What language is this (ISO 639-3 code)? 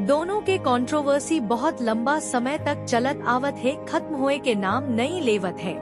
hne